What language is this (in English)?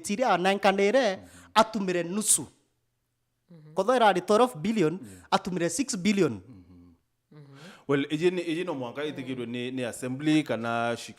Meru